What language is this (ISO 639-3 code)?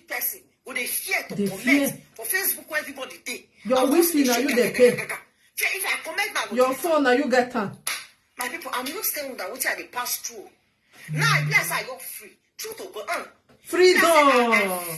pcm